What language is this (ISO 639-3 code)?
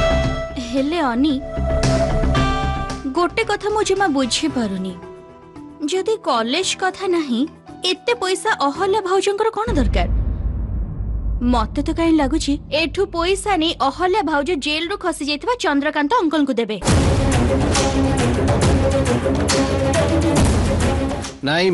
ori